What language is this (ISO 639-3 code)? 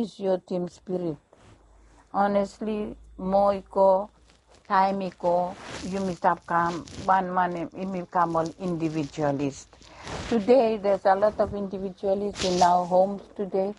bis